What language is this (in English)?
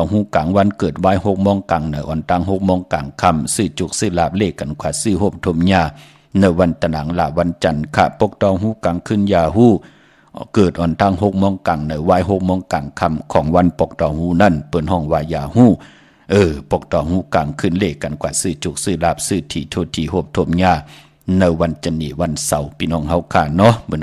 Shan